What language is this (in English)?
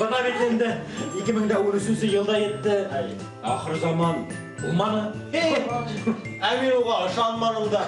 Bashkir